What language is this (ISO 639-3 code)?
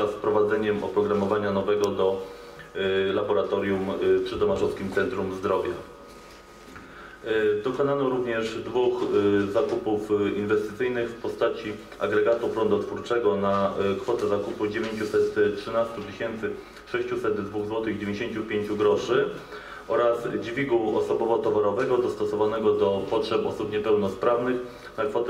pol